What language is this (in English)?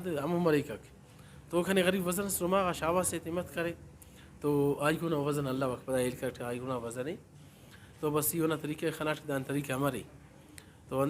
Brahui